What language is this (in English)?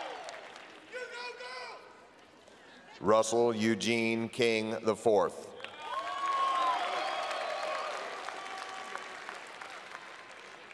English